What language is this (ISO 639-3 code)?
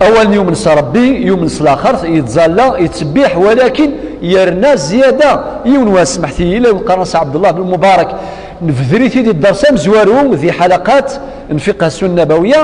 kab